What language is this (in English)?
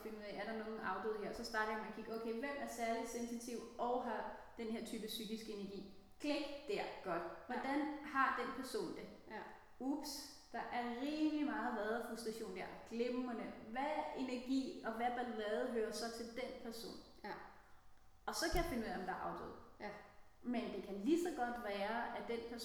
Danish